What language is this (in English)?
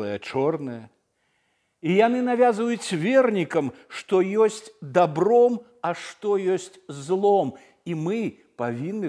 Belarusian